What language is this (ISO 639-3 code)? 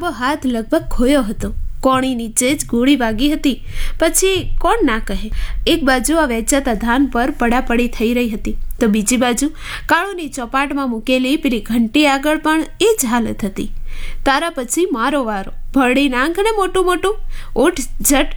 guj